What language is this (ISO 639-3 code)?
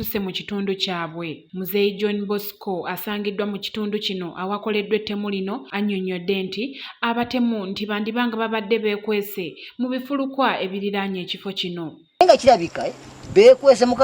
lug